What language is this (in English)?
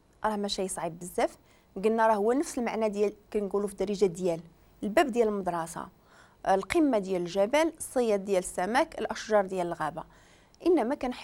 Moroccan Arabic